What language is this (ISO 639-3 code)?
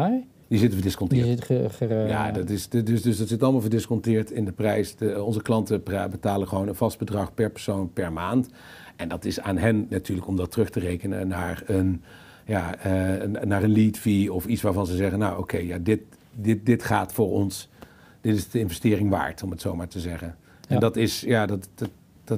nld